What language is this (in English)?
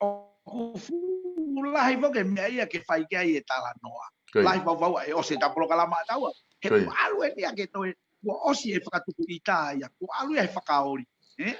Tongan